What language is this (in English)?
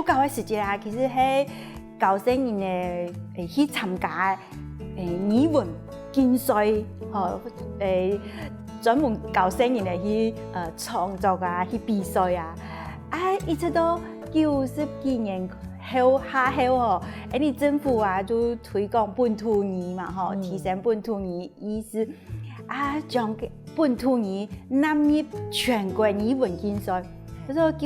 Hakka Chinese